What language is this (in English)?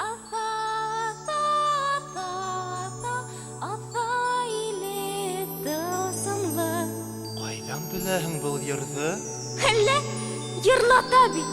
Bashkir